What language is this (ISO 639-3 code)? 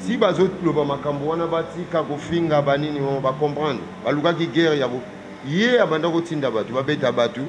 lin